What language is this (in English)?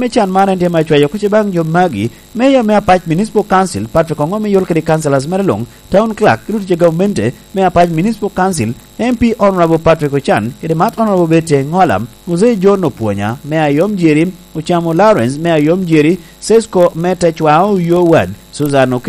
Lango (Uganda)